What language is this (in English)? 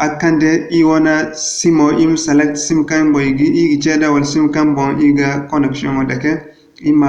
Zarma